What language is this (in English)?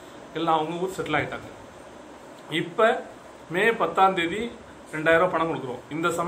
Tamil